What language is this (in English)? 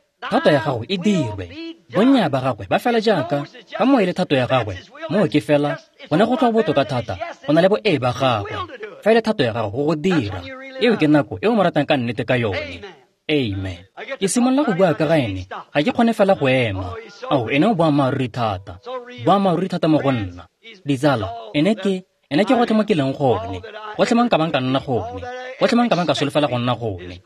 Tswana